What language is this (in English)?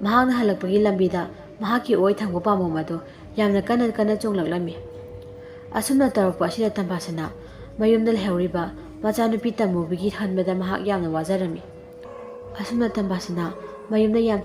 Manipuri